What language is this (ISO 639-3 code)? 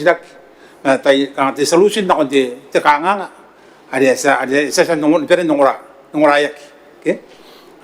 gil